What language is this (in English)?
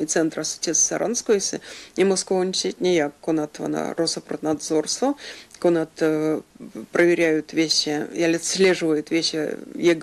Erzya